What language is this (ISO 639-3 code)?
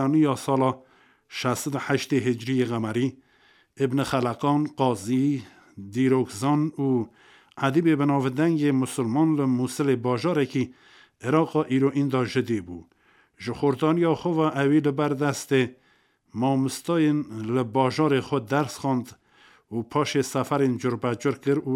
kur